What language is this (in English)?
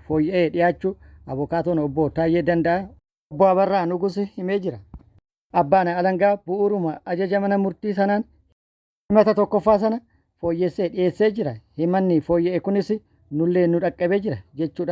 Oromo